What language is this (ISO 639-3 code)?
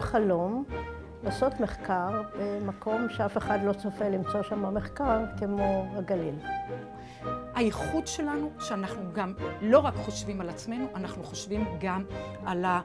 heb